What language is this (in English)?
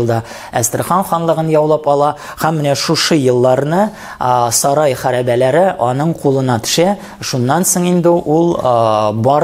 Tatar